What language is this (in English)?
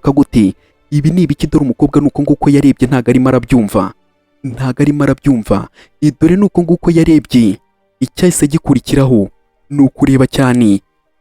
Kinyarwanda